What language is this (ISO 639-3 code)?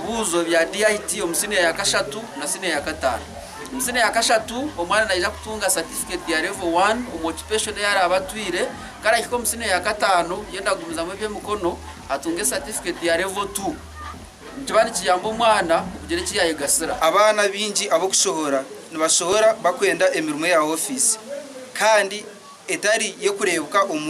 nyn